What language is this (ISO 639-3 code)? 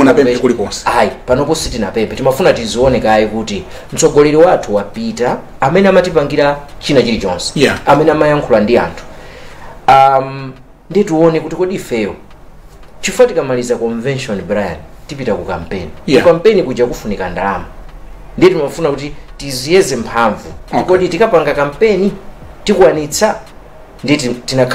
nya